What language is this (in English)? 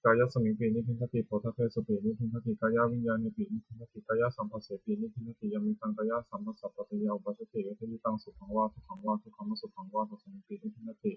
Pali